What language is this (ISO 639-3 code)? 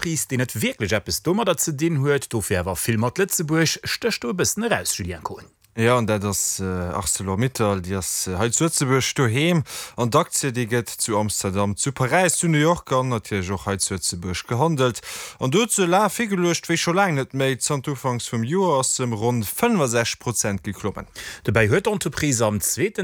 ltz